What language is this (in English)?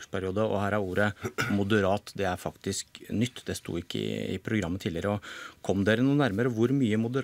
Norwegian